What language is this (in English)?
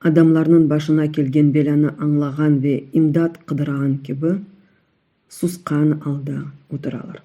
Crimean Tatar